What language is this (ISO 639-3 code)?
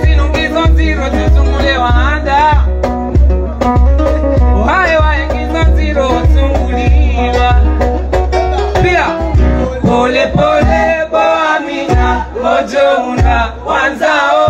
swa